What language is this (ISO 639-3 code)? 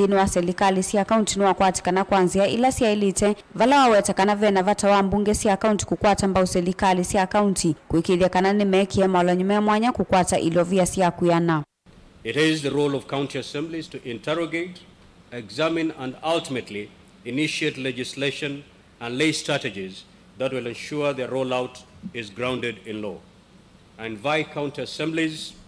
kam